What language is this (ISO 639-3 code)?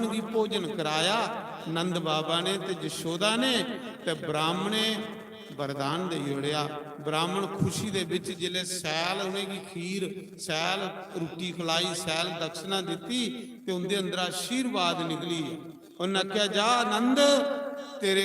doi